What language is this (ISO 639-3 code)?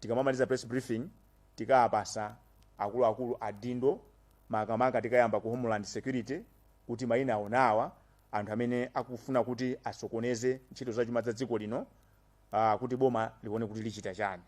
nya